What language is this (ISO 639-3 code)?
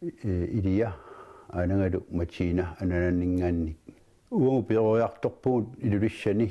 kal